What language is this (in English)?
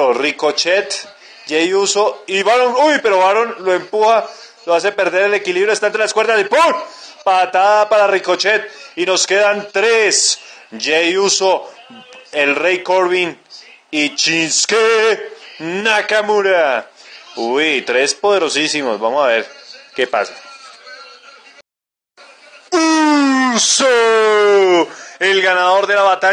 Spanish